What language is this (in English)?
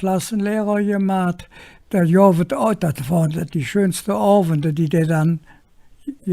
Colognian